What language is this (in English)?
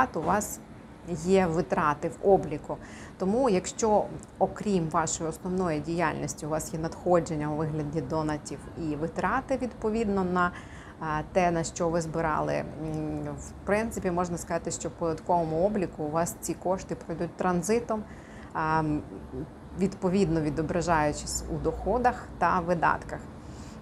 Ukrainian